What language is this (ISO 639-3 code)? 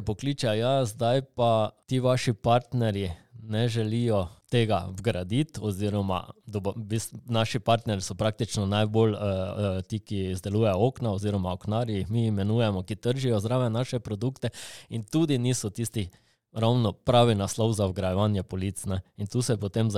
slv